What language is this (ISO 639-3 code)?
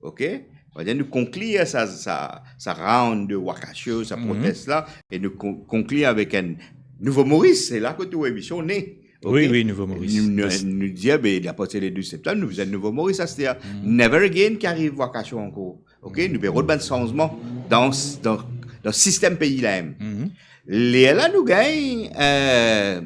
mfe